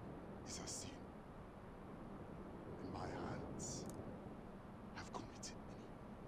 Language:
Finnish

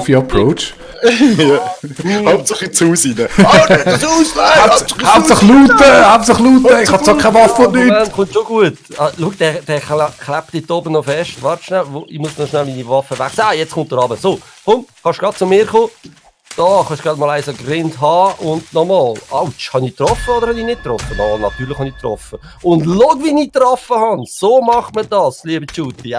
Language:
Swiss German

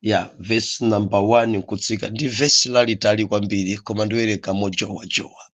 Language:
Nyanja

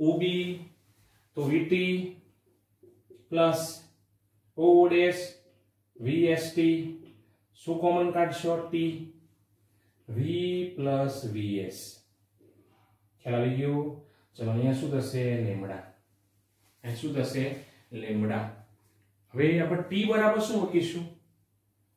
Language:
Gujarati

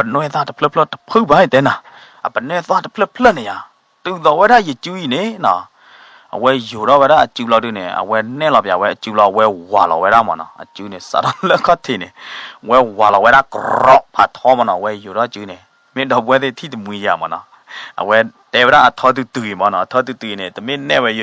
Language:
S'gaw Karen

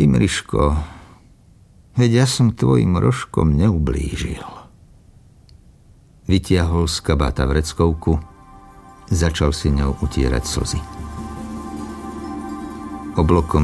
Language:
Slovak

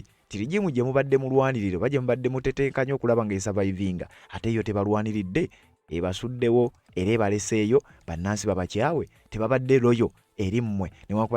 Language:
Ganda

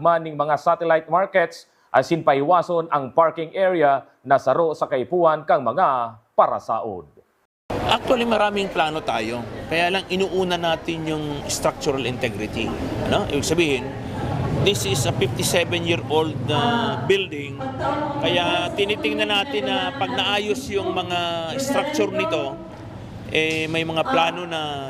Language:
Bikol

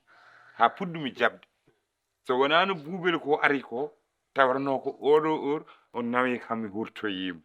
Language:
Fula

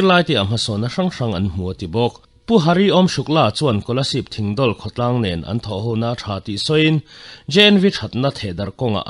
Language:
Mizo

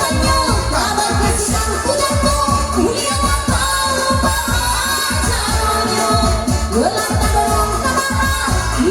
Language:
Minangkabau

